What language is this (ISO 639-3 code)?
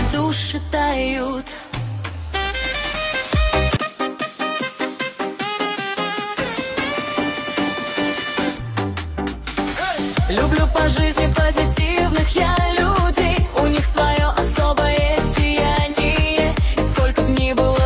rus